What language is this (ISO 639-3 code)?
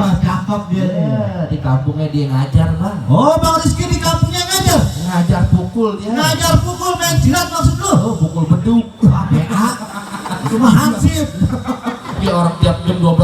bew